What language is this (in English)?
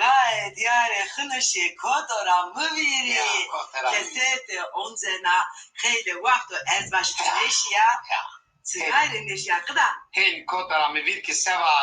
Zaza